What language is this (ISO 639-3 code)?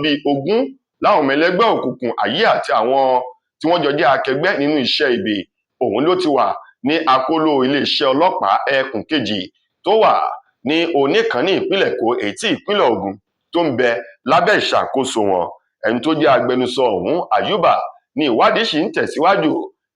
yor